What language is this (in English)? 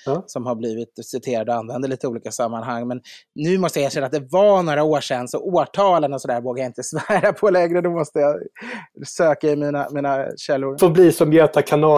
Swedish